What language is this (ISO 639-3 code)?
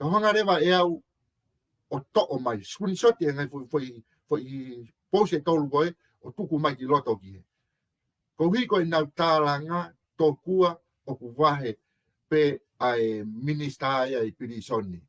ton